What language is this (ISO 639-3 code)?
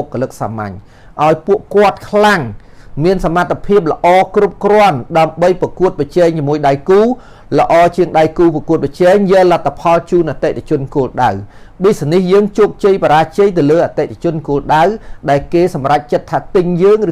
khm